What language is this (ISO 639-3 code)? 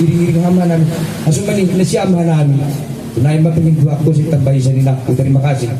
bts